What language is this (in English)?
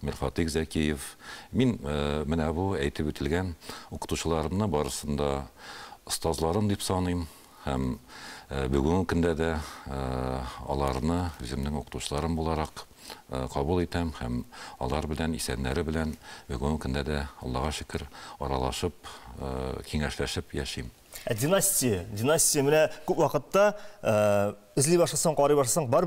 Tatar